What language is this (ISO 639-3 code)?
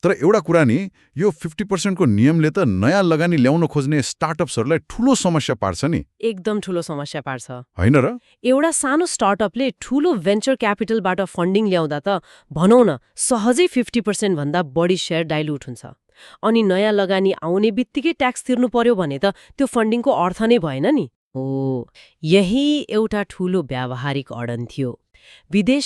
nep